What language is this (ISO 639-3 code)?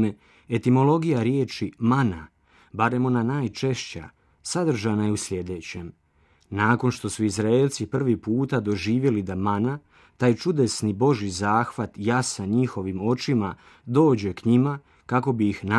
hrv